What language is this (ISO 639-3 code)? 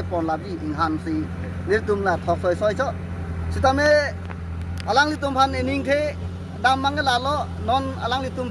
mjw